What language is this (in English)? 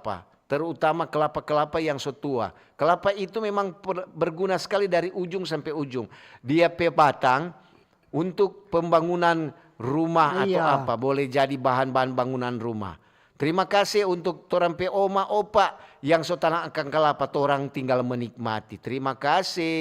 Manado Malay